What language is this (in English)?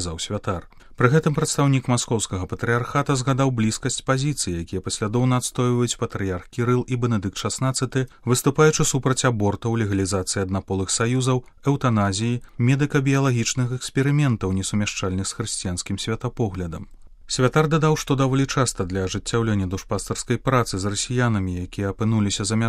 Belarusian